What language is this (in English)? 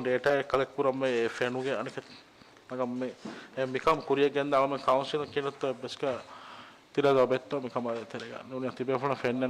Divehi